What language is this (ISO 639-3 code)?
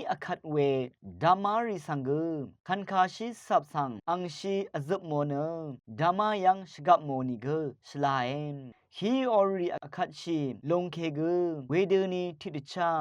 raw